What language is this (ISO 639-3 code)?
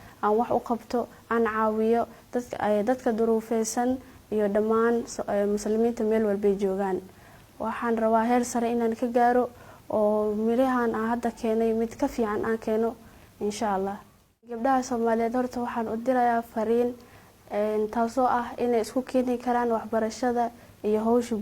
som